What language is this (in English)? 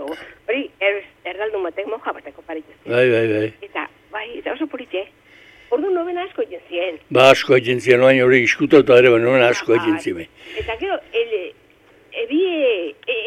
Basque